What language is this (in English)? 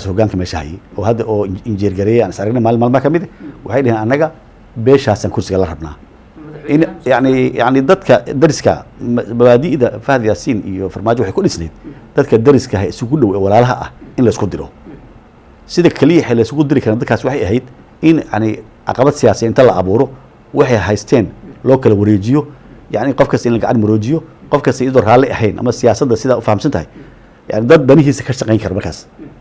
Somali